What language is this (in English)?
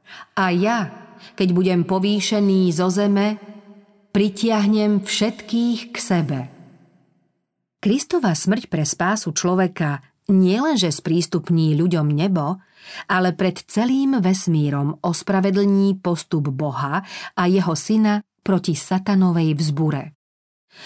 Slovak